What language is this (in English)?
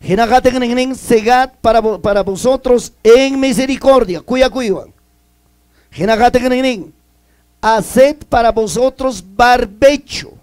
Ayacucho Quechua